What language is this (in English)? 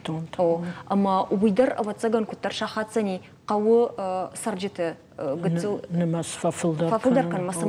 Ossetic